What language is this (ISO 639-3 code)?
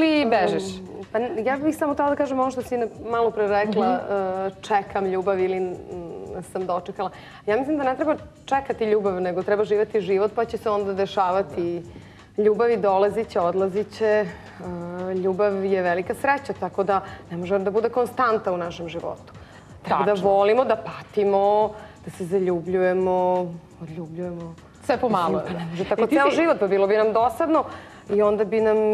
srp